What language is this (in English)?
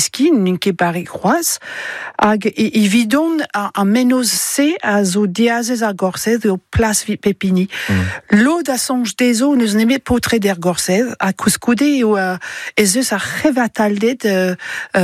Breton